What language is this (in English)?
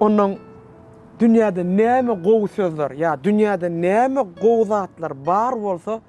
Turkmen